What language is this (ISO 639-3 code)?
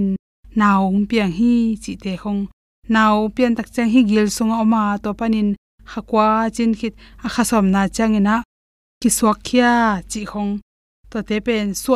ctd